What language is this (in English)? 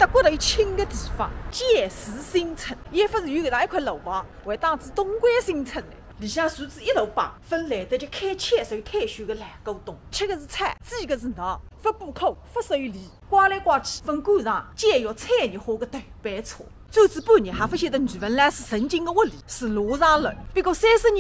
Wu Chinese